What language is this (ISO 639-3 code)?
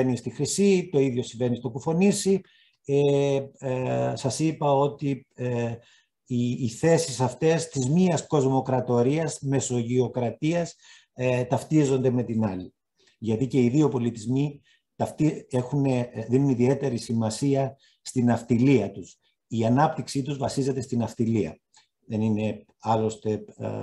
ell